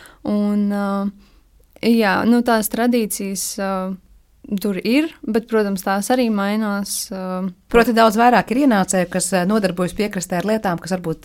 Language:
Latvian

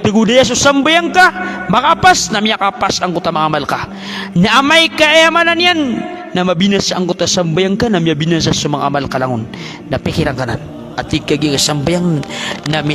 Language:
Maranao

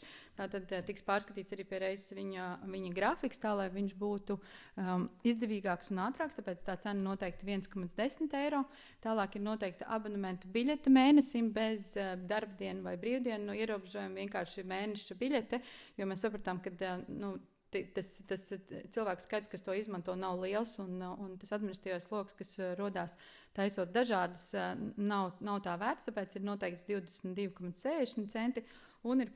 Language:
Latvian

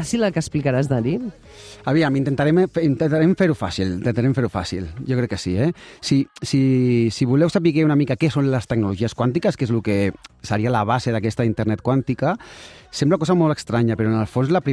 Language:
Catalan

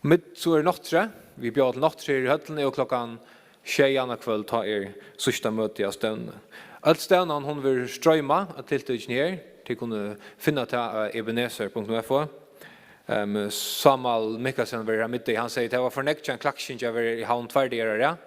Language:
Faroese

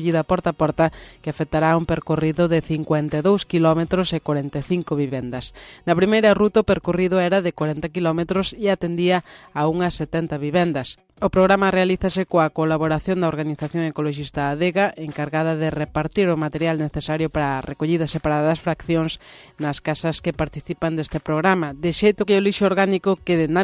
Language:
Galician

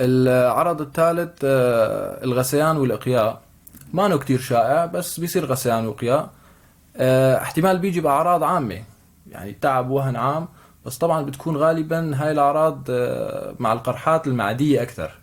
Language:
North Levantine Arabic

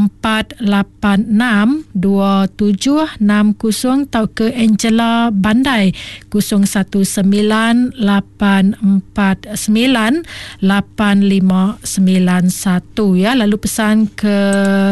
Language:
Iban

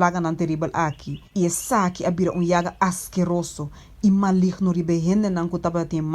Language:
Papiamento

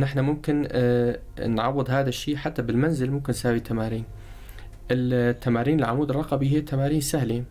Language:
North Levantine Arabic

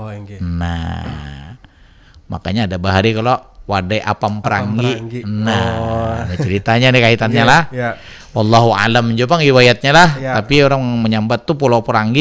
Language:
Banjar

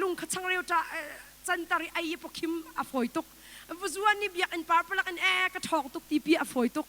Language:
Hakha Chin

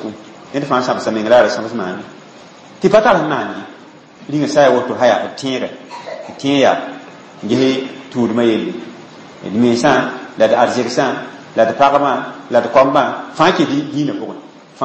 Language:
Mossi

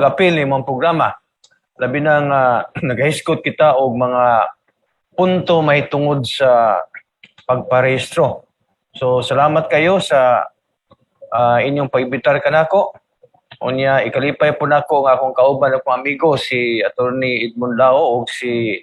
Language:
Cebuano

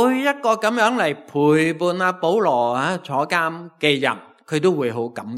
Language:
Cantonese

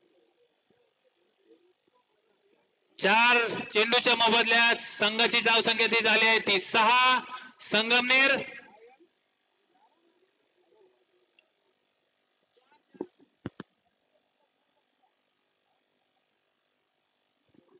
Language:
Marathi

